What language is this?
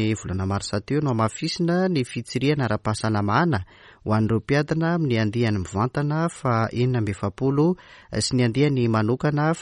Malagasy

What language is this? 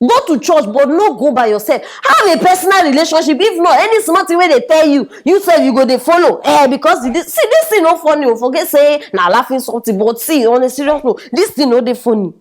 Nigerian Pidgin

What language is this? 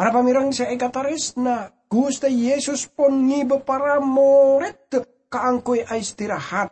Madurese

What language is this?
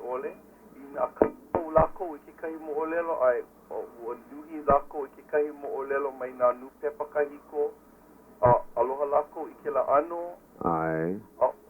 Hawaiian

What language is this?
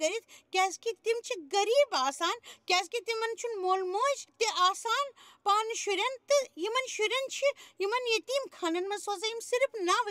Kashmiri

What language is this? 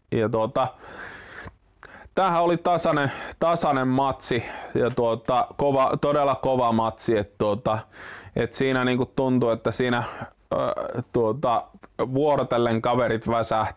Finnish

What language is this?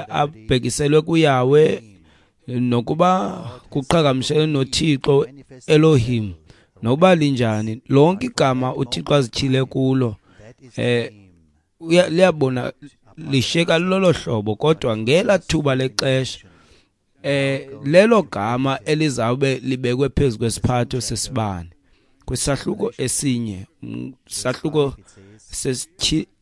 Xhosa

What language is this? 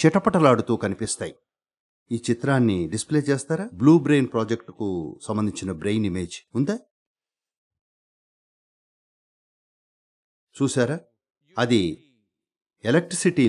Telugu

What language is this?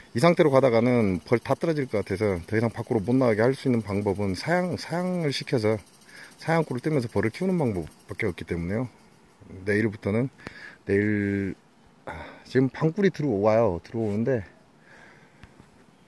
Korean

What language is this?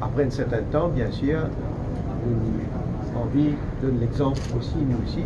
Morisyen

